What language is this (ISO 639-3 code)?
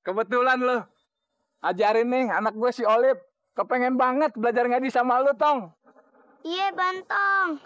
bew